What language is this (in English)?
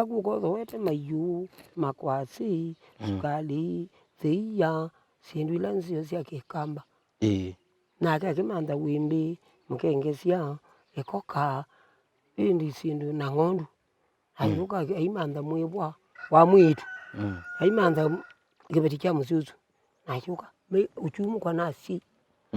Kamba